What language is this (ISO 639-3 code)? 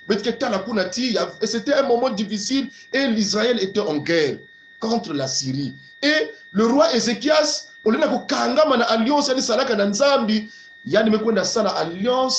kon